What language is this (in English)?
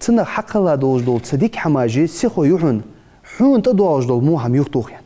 Ingush